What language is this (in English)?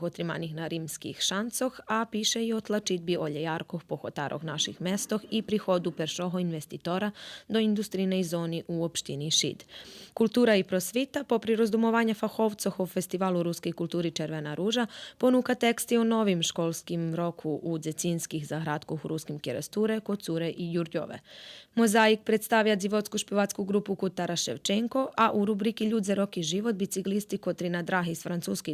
Rusyn